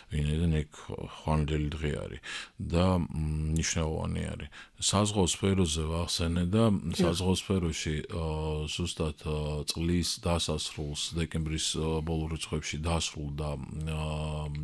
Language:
Georgian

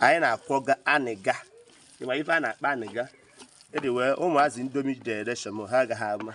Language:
Igbo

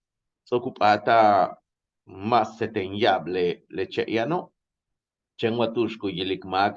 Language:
Yucateco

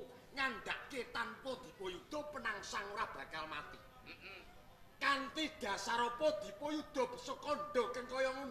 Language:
Javanese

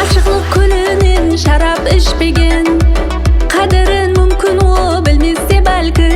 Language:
Kara-Kalpak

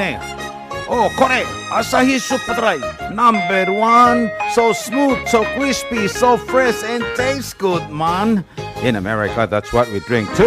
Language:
Palauan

